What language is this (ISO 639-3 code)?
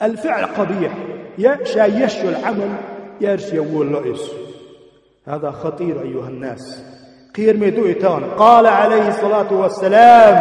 che